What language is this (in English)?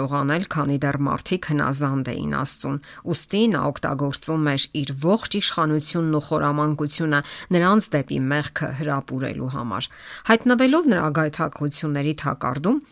Armenian